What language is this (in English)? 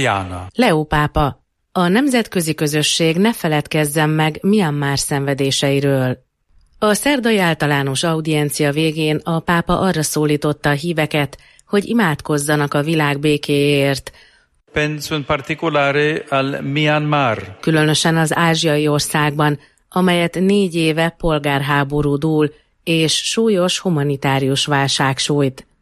Hungarian